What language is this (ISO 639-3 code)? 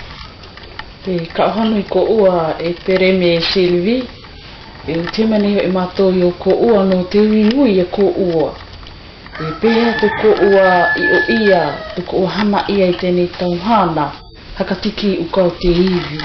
mqm